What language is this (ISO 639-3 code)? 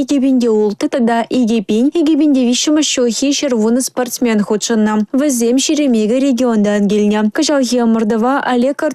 chv